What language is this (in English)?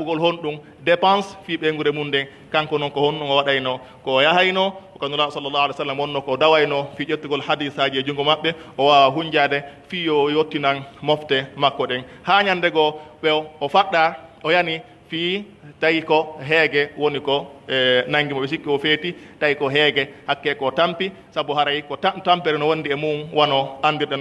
Pular